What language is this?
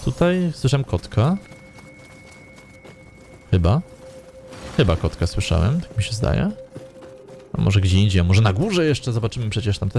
Polish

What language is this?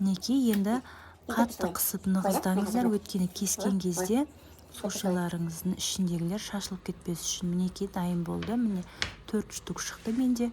Kazakh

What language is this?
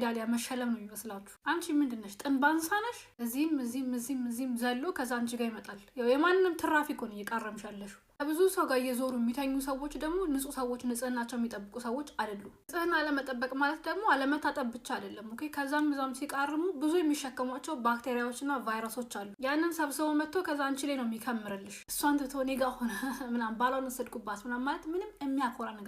Amharic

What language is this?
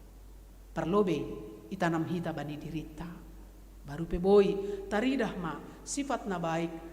Batak Simalungun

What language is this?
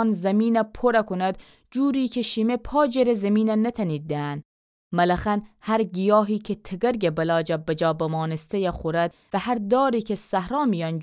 Gilaki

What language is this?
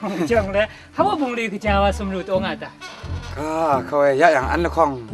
Kachin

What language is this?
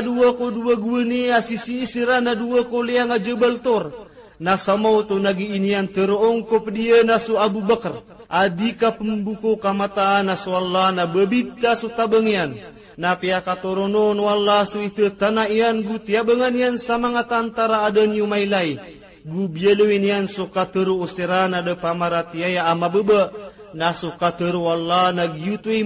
Maranao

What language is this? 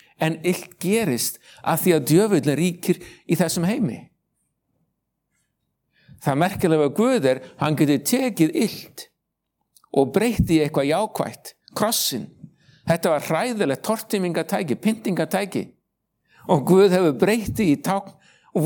Icelandic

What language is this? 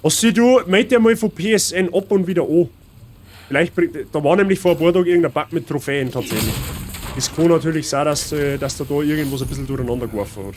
Bavarian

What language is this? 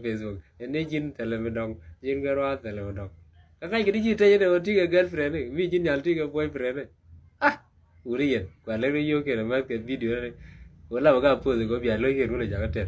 Nuer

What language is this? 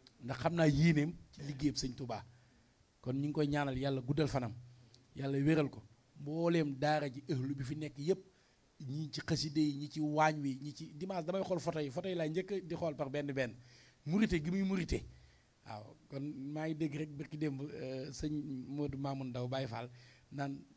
Wolof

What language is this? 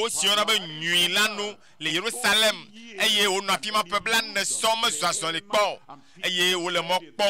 Ewe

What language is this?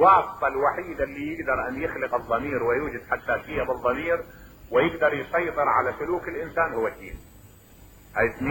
Mesopotamian Arabic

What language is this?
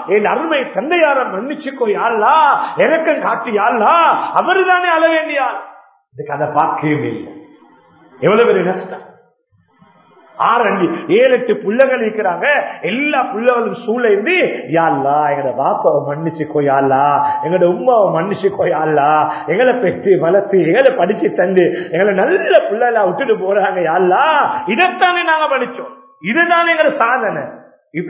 Tamil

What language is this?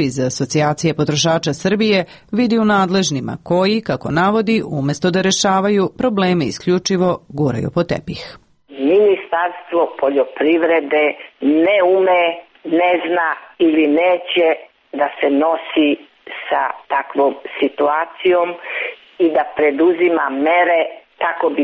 Serbian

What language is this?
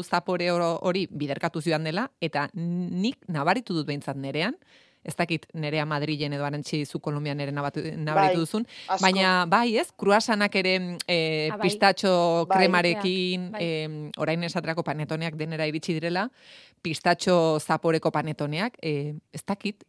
Basque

